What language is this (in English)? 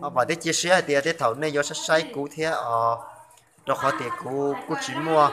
Hmong